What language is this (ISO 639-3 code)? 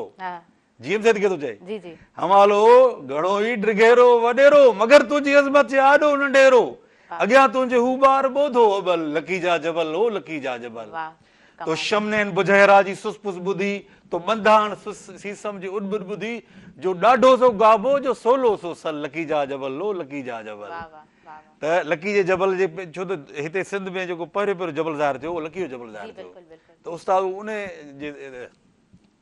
snd